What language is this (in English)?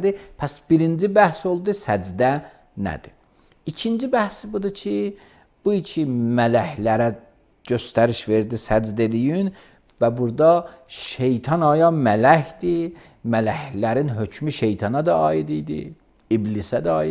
Azerbaijani